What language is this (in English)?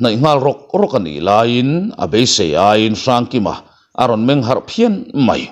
Mizo